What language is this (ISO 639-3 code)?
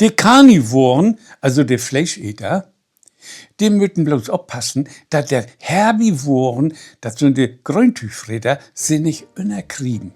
nds